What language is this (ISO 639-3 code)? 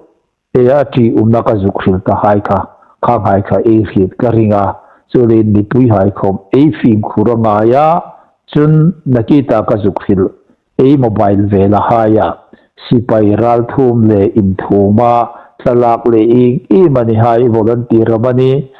hmr